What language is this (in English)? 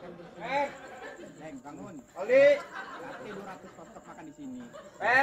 Betawi